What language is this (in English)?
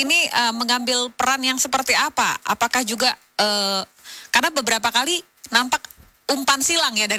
Indonesian